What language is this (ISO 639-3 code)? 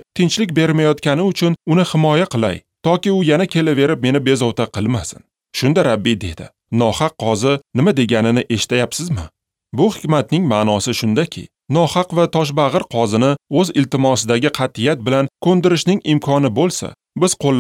uzb